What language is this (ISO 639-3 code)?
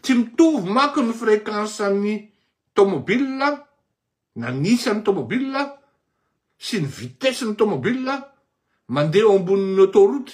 mlg